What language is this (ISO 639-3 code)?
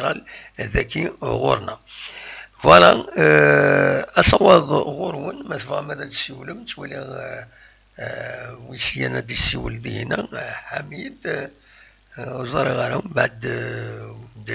kab